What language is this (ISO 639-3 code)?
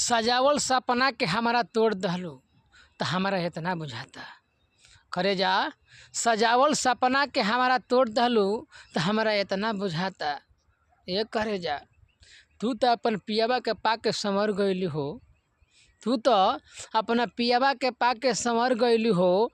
bho